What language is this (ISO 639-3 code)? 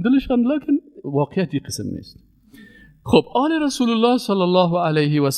fas